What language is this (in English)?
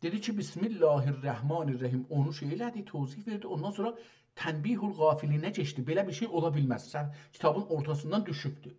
South Azerbaijani